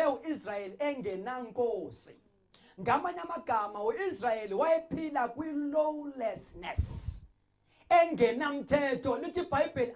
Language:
Zulu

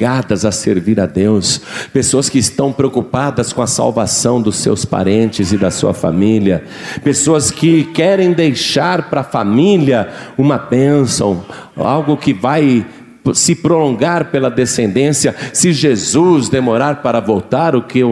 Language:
Portuguese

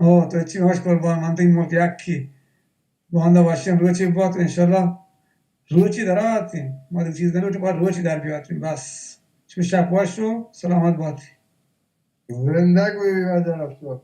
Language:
Baluchi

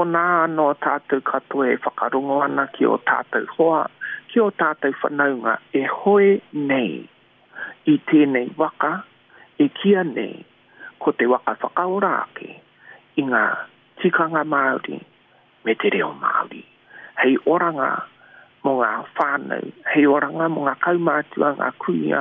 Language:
Māori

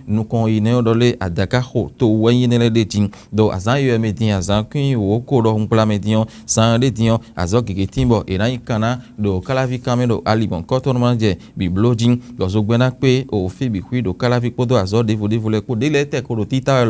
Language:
Fon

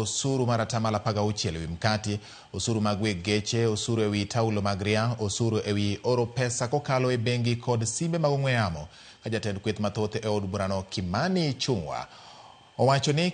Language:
Luo (Kenya and Tanzania)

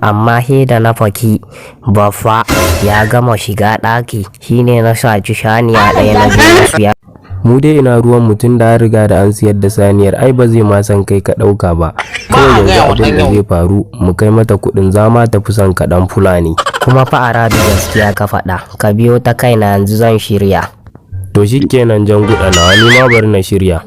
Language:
Hausa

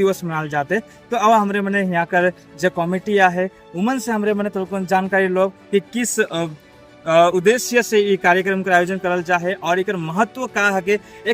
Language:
Sadri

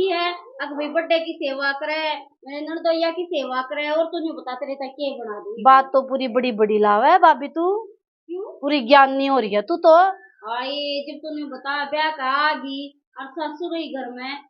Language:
Haryanvi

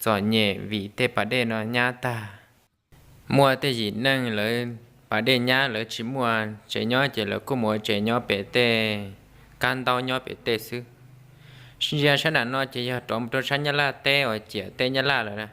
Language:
Hmong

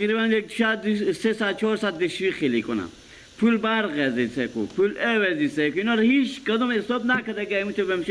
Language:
Persian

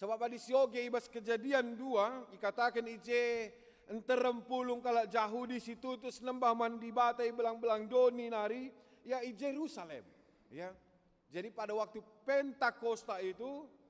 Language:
Batak Karo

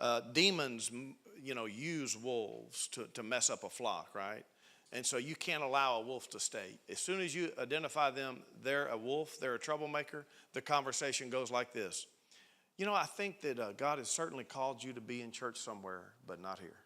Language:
English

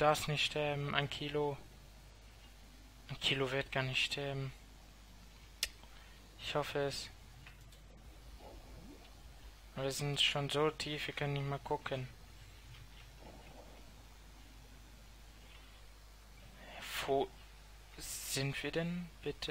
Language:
German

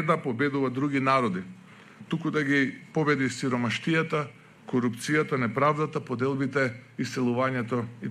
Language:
Macedonian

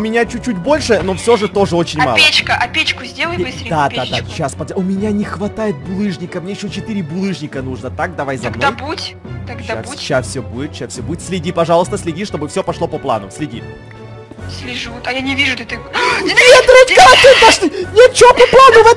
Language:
Russian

